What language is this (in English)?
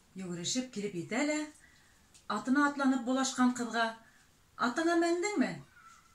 Bashkir